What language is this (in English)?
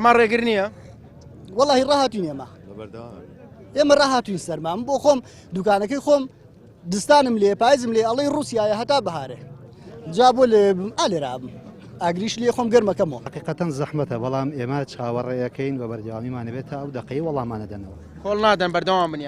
Central Kurdish